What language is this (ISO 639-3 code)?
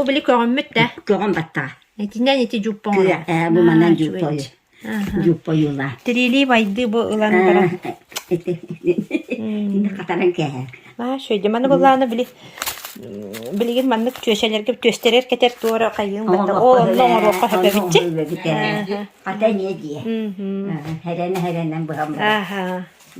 sah